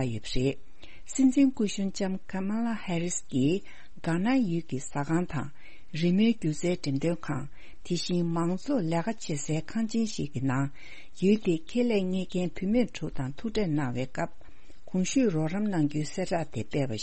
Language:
Tibetan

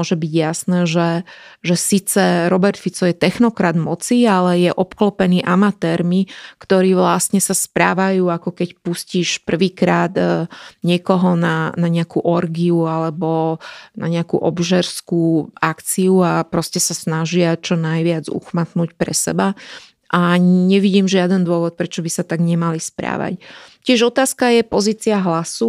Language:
Slovak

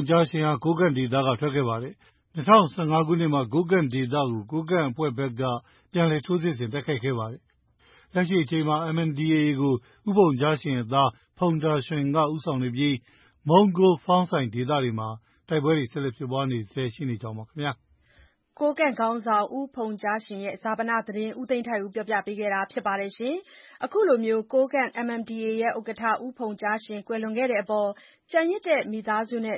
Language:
Burmese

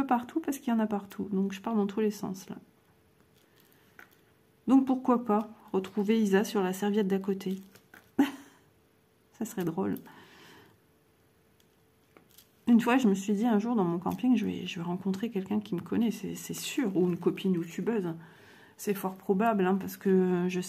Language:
French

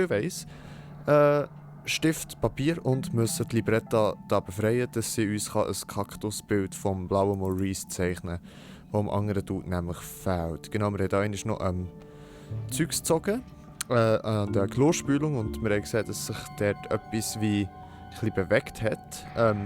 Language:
Swiss German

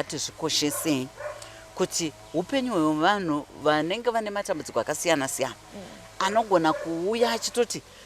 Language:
Shona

